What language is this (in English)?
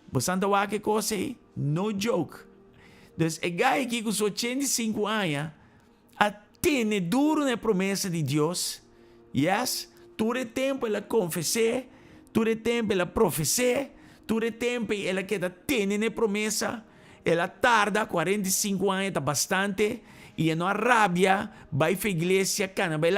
Papiamento